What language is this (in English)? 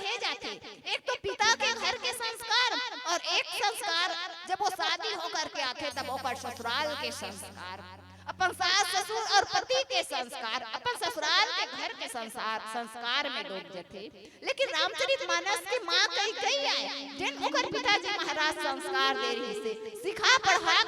Chhattisgarhi